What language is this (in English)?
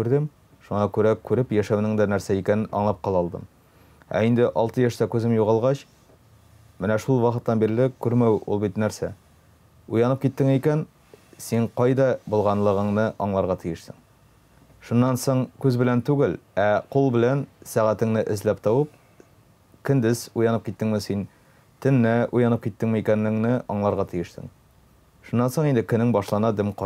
Tatar